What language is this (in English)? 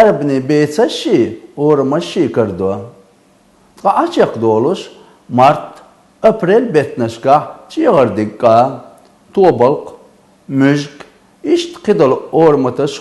Chechen